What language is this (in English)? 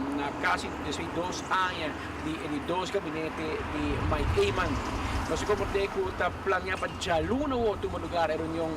Papiamento